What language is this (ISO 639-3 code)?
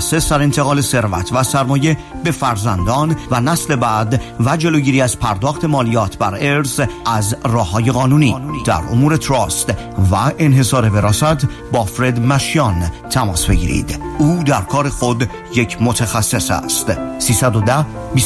fas